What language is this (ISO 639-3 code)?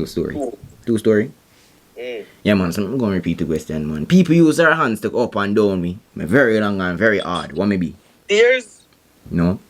jam